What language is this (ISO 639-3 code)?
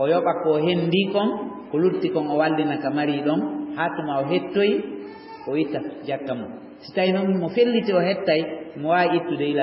ful